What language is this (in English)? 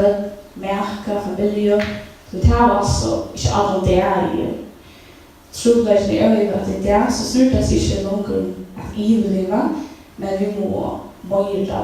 Faroese